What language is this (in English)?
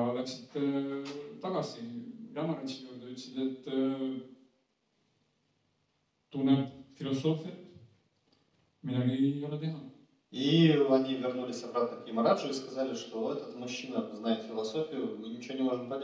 Estonian